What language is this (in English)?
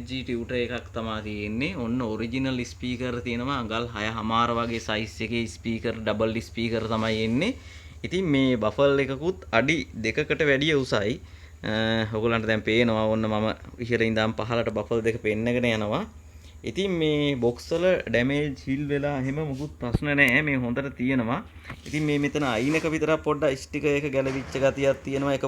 Sinhala